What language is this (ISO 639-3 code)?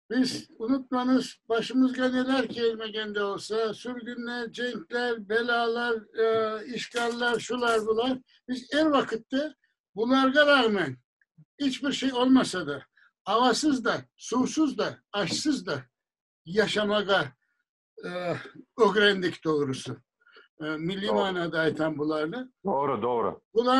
crh